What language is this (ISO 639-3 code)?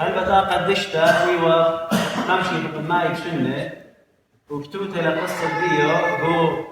aii